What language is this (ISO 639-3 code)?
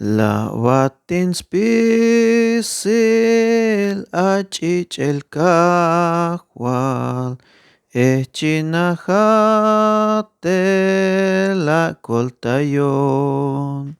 tzh